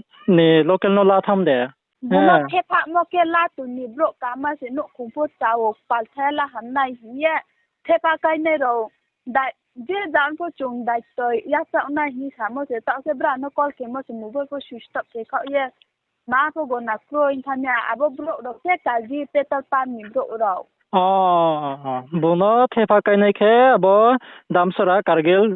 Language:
Riang (India)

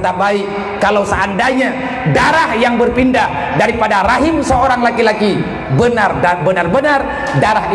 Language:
Achinese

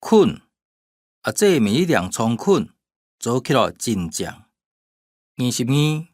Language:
Hakka Chinese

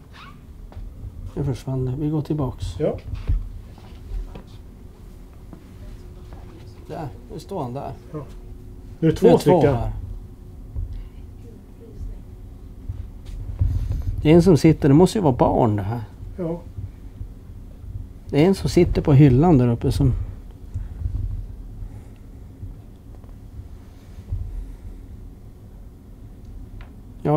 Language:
Swedish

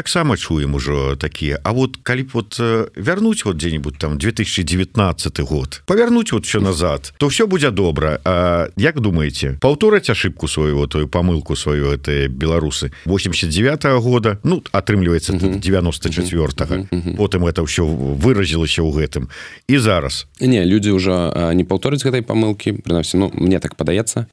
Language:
Belarusian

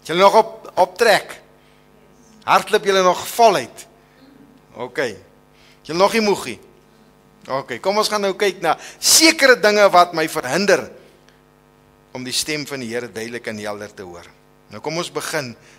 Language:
Afrikaans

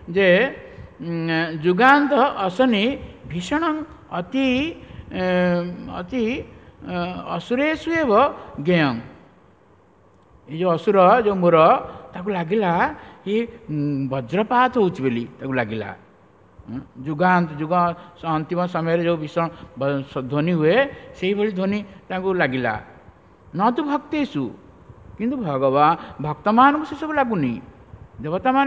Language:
Odia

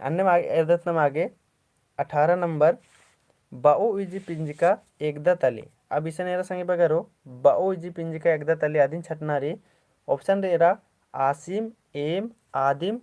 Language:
Kurukh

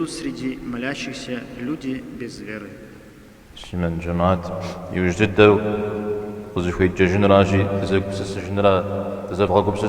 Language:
Kabardian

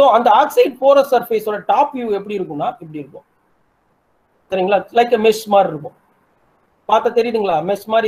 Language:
Tamil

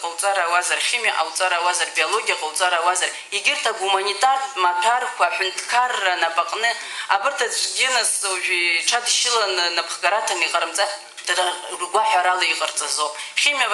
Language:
Abkhazian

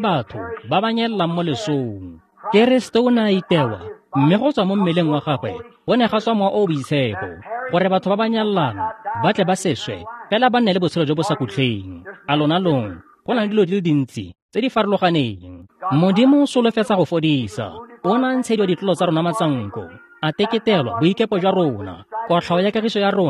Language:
Tswana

